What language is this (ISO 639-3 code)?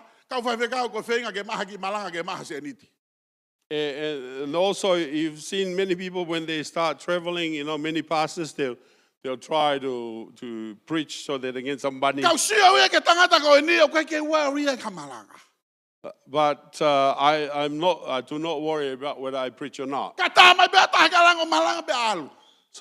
ton